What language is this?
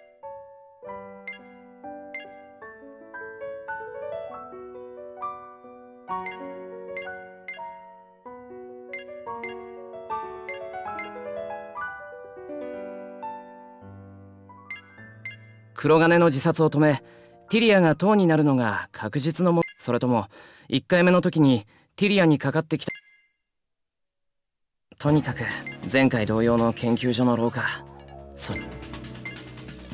Japanese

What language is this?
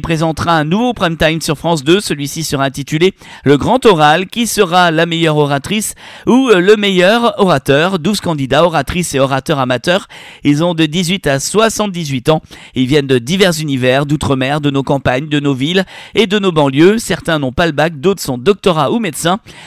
French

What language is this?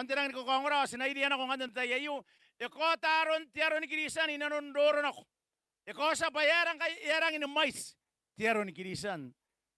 Gilbertese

